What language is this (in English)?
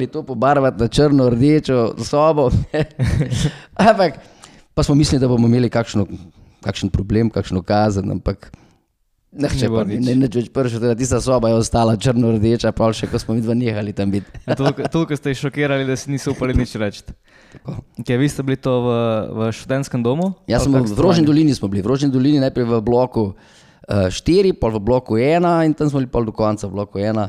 Slovenian